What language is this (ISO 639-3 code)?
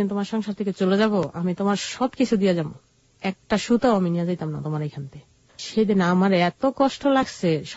ben